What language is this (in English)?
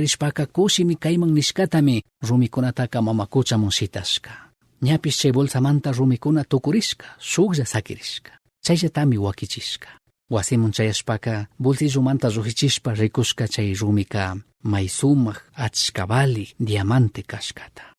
Chimborazo Highland Quichua